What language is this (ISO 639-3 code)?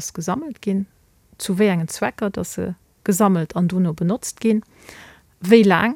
ltz